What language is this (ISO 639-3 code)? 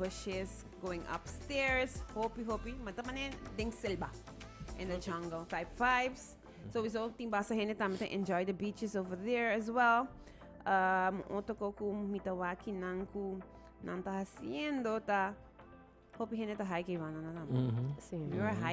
pap